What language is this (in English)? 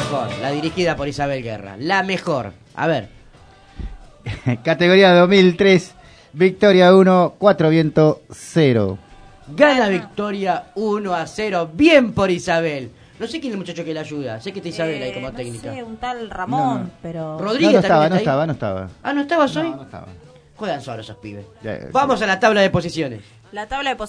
Spanish